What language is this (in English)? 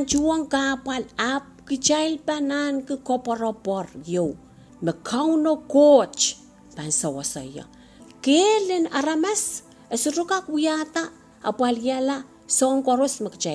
Pohnpeian